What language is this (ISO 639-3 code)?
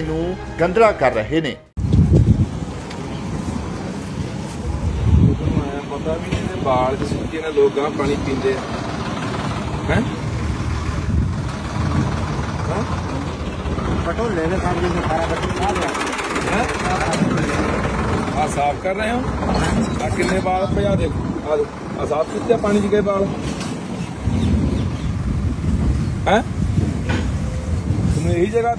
pan